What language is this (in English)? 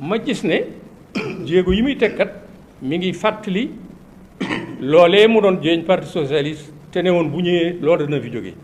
Wolof